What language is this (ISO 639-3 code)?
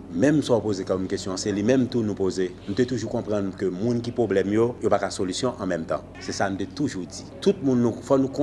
hat